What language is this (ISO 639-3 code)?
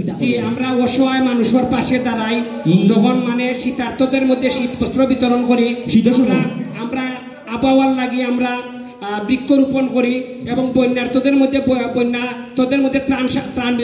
syl